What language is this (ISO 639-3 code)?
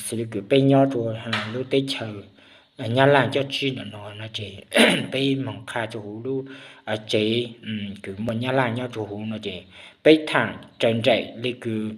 hmn